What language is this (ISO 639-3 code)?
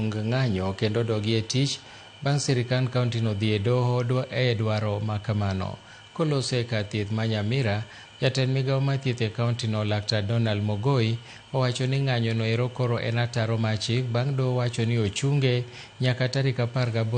luo